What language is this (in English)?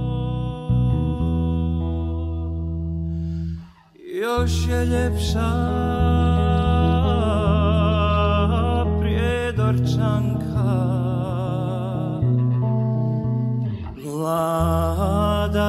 Bosnian